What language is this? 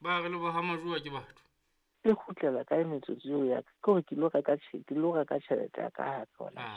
Southern Sotho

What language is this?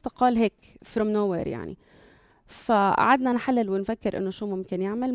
North Levantine Arabic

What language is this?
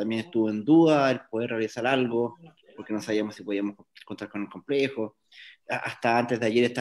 Spanish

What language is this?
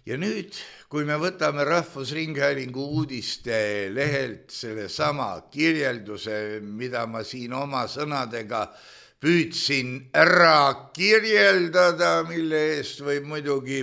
Estonian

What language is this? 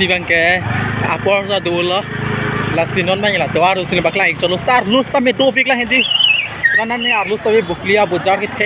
Karbi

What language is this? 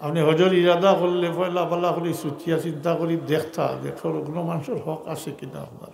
Sylheti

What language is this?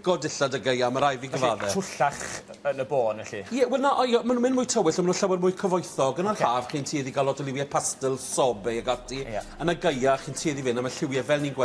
Welsh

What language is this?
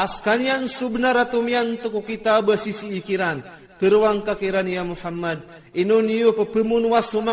Iranun (Philippines)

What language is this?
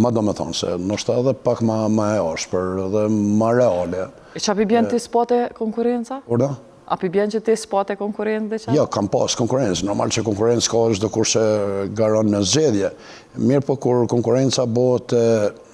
Albanian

